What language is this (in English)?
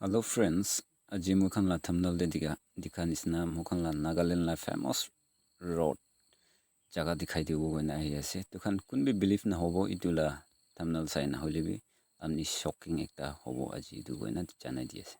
Naga Pidgin